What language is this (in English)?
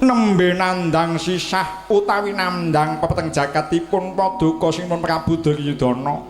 Javanese